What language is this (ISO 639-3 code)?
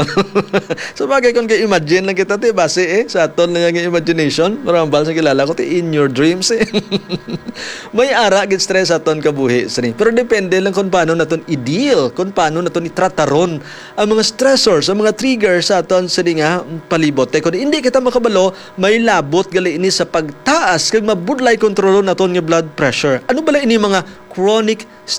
hil